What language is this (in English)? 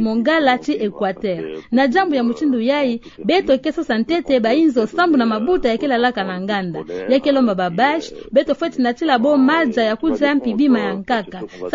Kituba (Democratic Republic of Congo)